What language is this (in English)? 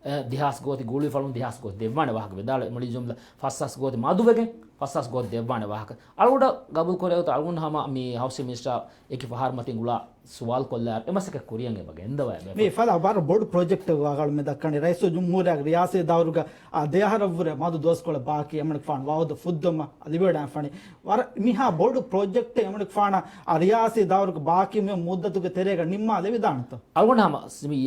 Divehi